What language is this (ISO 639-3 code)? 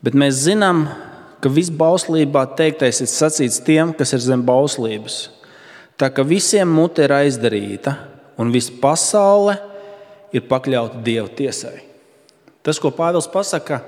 lav